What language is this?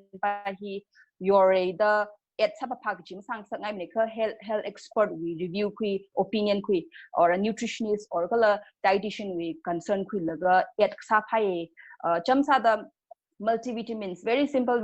Tangkhul Naga (India)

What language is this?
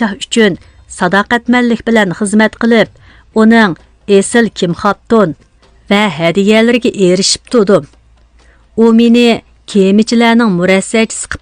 Uyghur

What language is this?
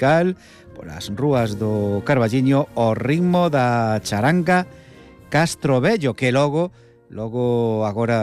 Galician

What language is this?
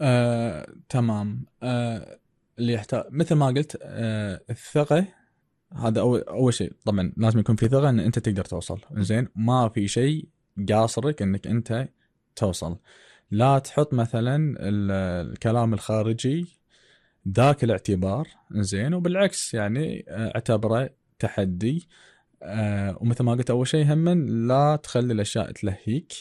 Gulf Arabic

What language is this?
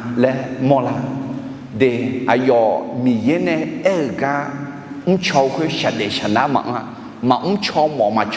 Akha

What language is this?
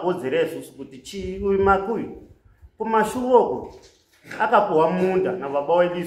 Shona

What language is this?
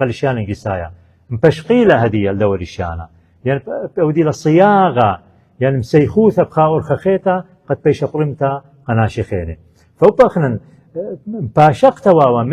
Assyrian Neo-Aramaic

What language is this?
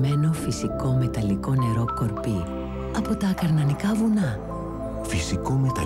Greek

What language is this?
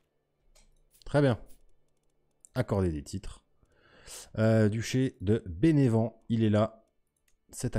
French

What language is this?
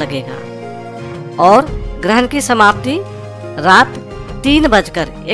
Hindi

